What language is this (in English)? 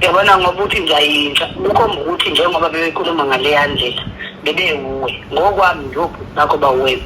Zulu